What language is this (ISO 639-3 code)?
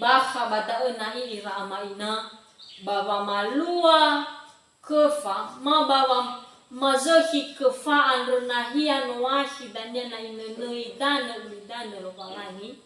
nia